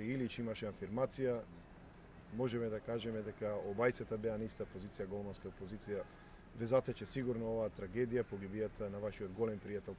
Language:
Macedonian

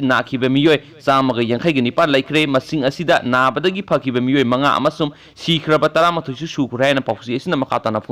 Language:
Manipuri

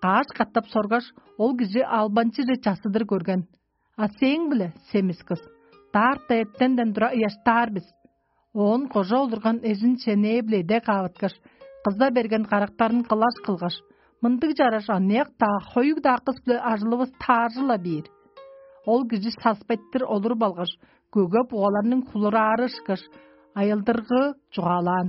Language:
Tuvinian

